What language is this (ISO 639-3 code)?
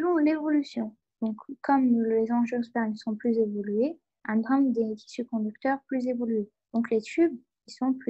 fra